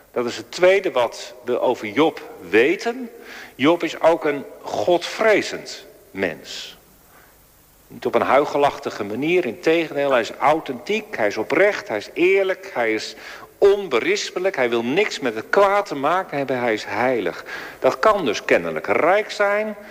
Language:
Dutch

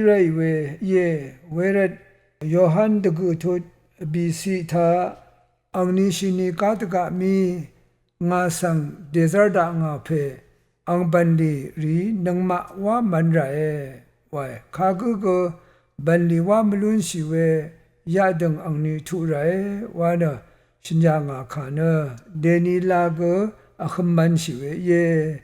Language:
Rawang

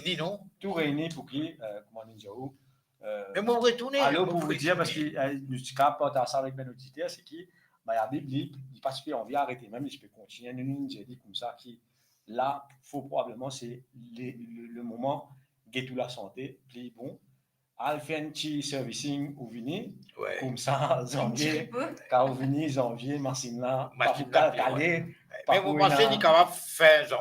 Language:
Morisyen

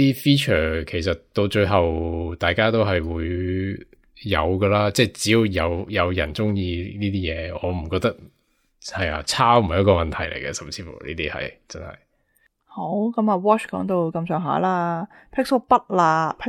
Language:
Cantonese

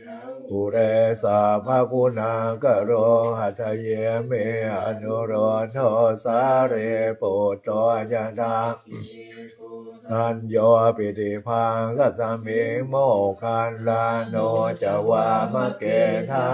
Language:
Pali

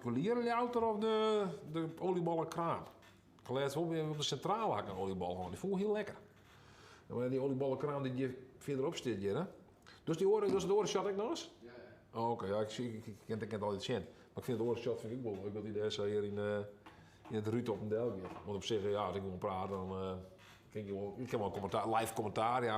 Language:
Western Frisian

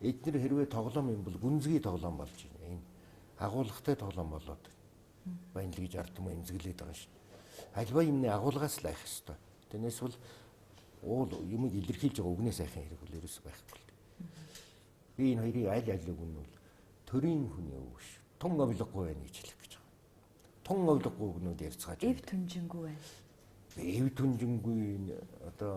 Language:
Mongolian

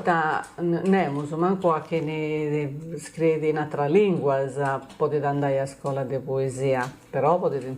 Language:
Sardinian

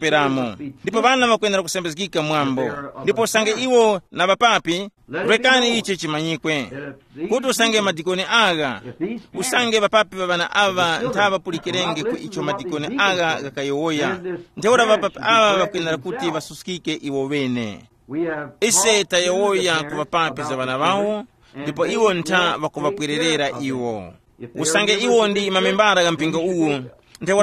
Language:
Tumbuka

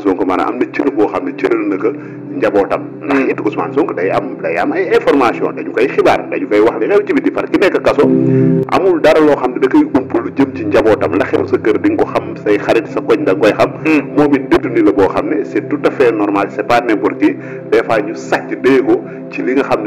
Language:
Wolof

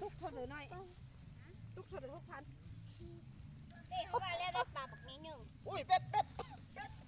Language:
Lao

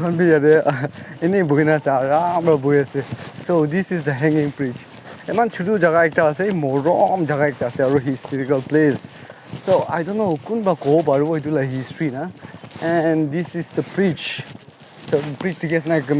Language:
Naga Pidgin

